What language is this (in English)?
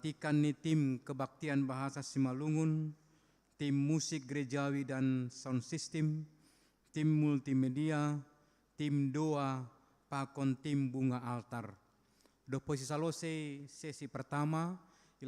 Batak Simalungun